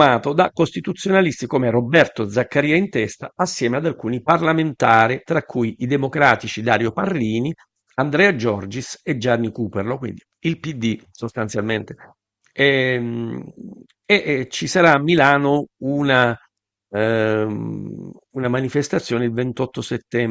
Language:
Italian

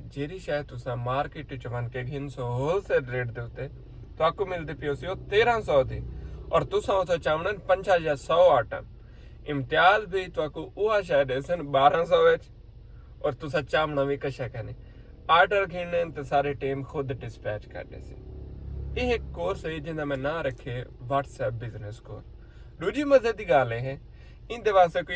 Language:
Saraiki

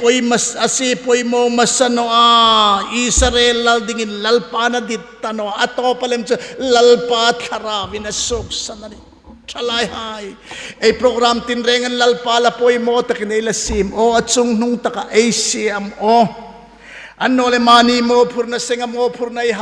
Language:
Hmar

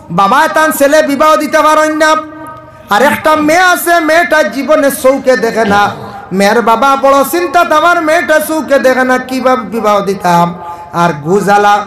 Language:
Sylheti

